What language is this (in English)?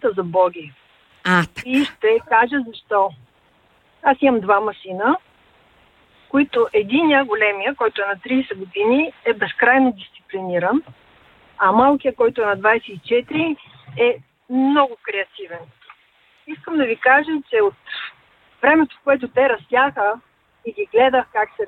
Bulgarian